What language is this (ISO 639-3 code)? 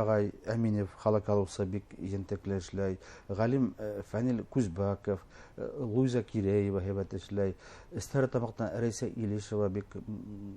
bak